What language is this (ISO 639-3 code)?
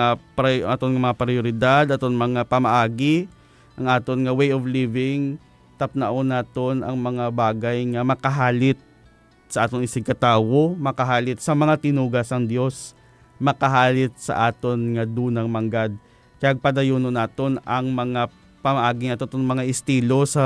hil